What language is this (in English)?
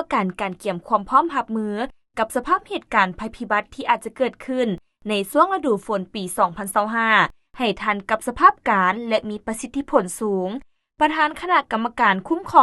Lao